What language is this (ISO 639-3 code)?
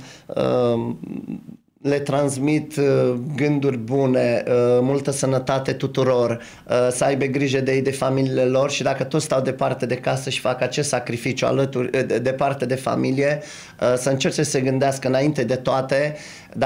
ron